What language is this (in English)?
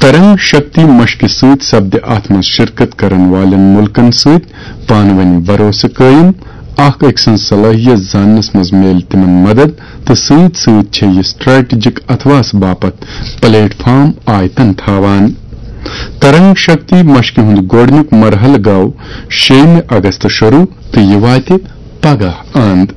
Kashmiri